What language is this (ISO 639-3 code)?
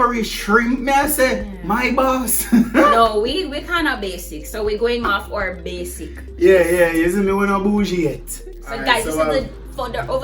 jam